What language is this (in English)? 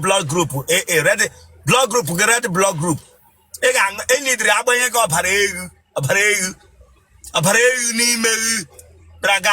Igbo